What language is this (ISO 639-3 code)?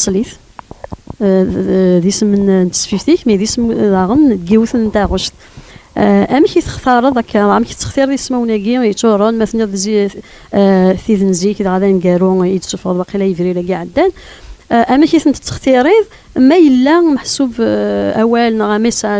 kab